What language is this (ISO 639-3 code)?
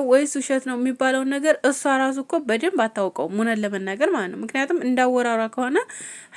amh